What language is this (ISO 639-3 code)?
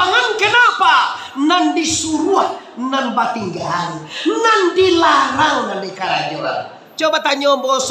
min